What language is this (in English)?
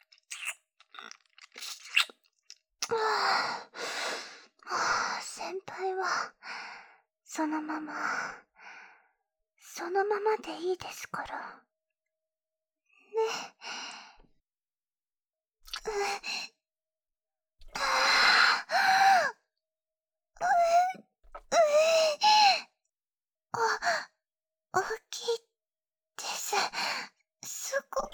Japanese